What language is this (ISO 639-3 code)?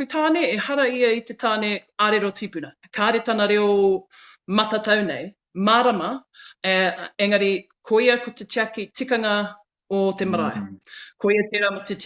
mri